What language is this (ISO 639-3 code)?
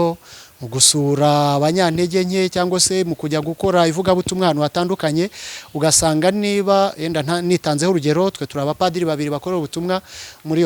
kin